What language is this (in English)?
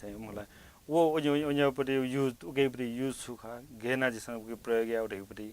Newari